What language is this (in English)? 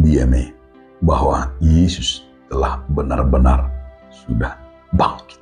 Batak Toba